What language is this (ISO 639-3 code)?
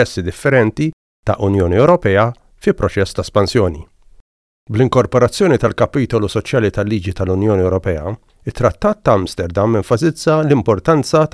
mlt